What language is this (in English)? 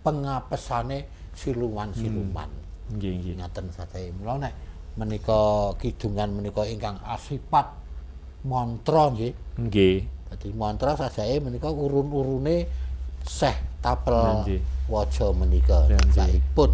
Javanese